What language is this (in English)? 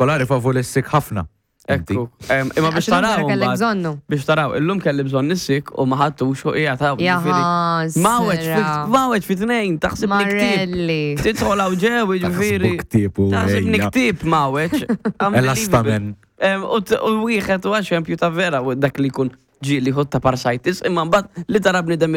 Maltese